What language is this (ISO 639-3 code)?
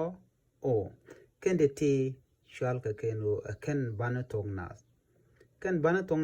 nus